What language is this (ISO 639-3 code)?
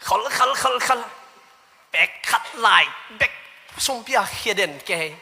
ctd